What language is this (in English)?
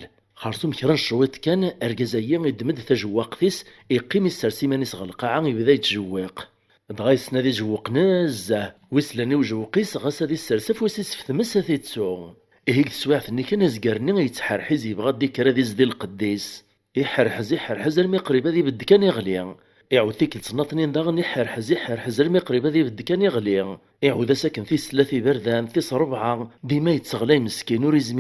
Kabyle